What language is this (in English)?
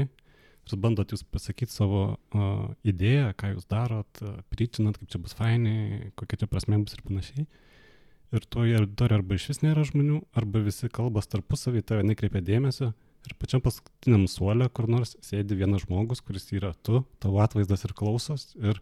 Lithuanian